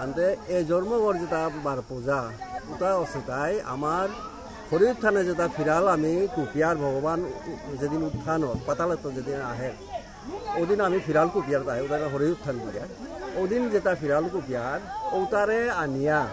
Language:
Bishnupriya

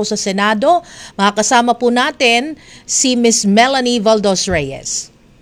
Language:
Filipino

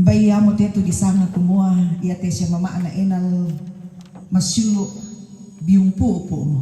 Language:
Toraja-Sa'dan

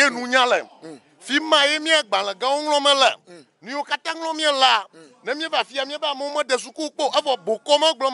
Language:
Ewe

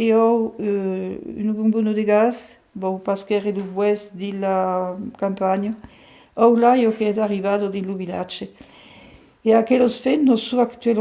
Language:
Occitan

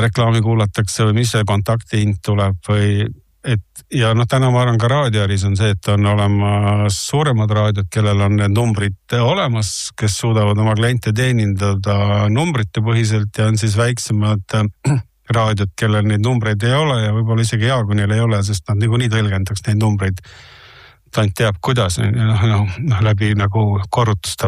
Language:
Estonian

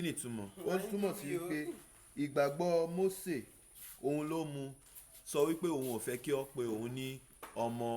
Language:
Yoruba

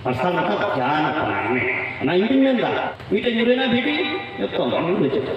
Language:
Santali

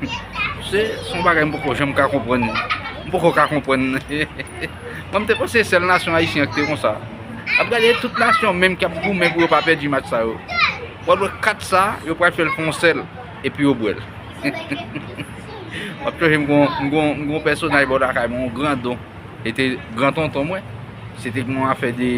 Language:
Haitian Creole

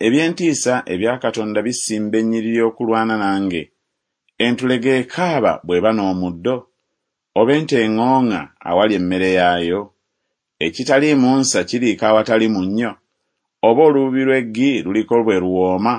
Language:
Ganda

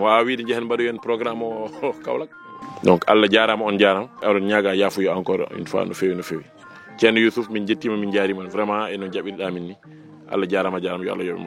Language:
Fula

